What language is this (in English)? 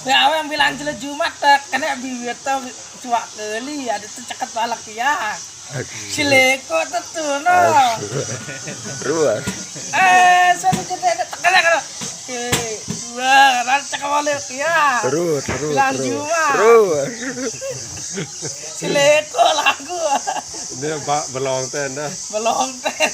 Sasak